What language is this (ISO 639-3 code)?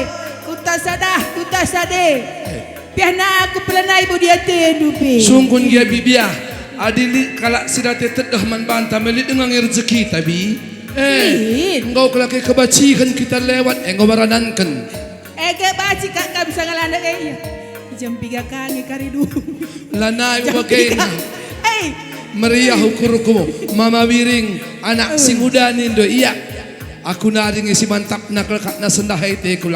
btx